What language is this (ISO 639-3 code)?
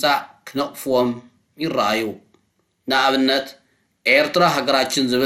tir